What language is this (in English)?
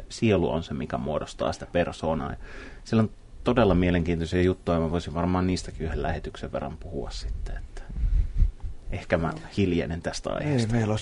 Finnish